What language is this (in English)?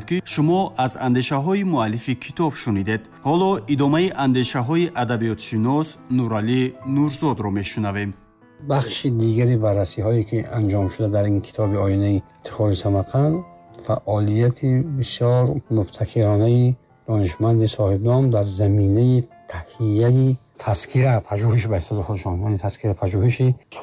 Tajik